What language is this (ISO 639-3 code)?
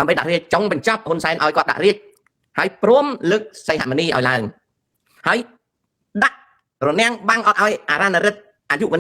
khm